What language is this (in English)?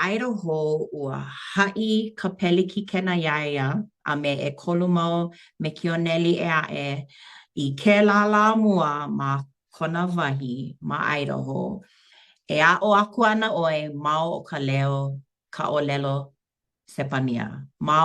Hawaiian